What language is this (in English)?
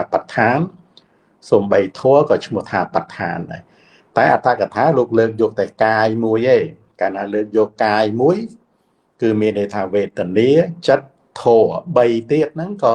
Khmer